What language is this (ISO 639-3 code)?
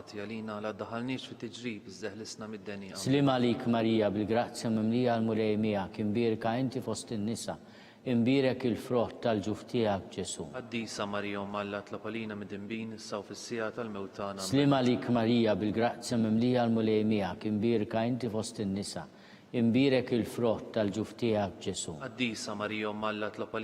mlt